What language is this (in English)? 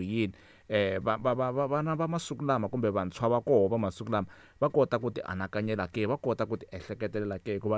Tsonga